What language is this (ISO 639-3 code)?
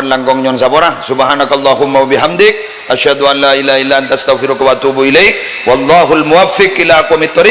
mad